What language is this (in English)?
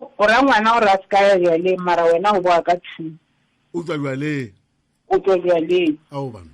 Northern Sotho